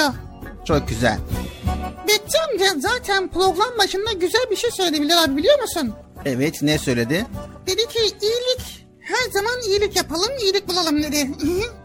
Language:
Turkish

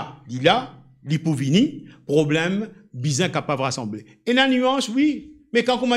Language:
Morisyen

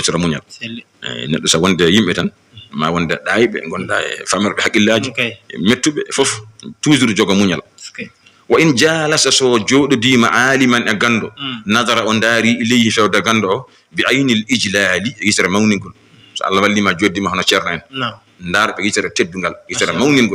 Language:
Fula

